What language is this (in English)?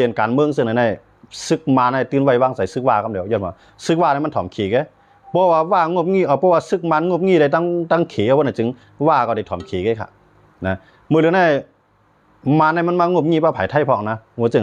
Shan